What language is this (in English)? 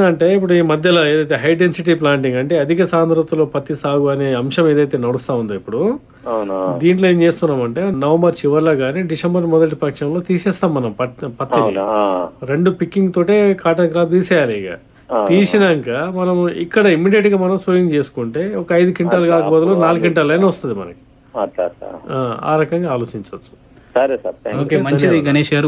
Telugu